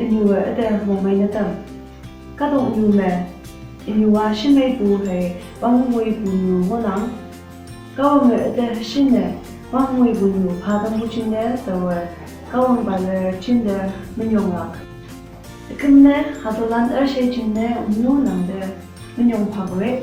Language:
Konyak Naga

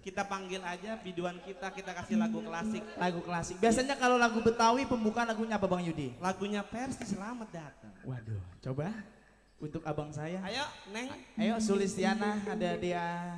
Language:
Betawi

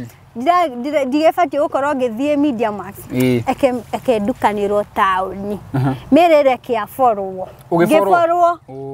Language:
Kikuyu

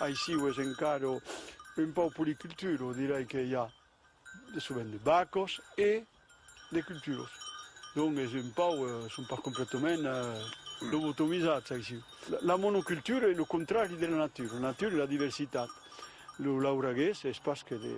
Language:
Occitan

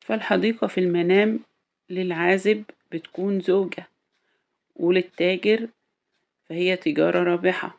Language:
Egyptian Arabic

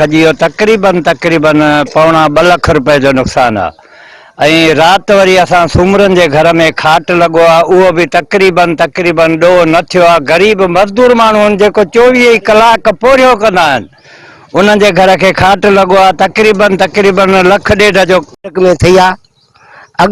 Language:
Sindhi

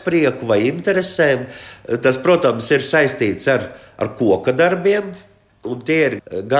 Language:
Latvian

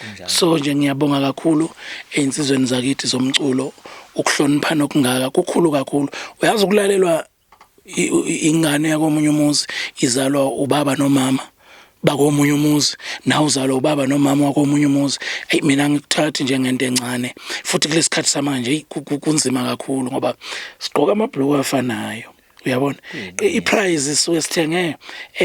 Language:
Zulu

